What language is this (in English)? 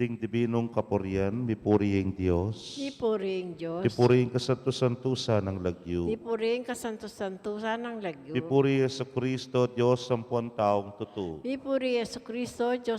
Pampanga